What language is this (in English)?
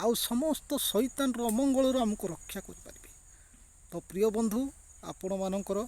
Odia